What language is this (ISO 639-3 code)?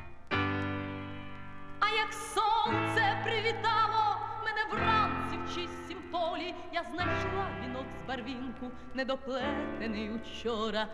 ukr